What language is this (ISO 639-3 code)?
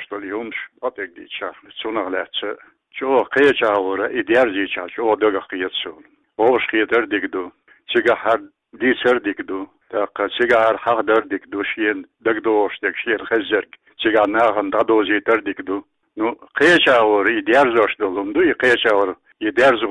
che